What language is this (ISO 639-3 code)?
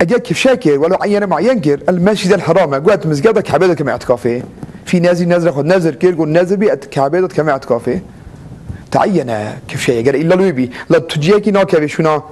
kur